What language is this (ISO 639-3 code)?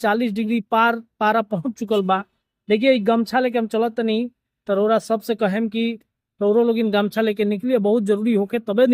bho